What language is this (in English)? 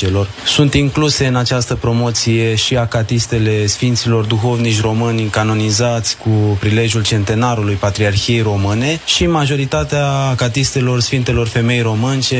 Romanian